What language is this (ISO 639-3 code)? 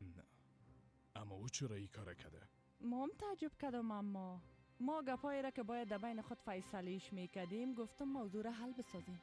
fas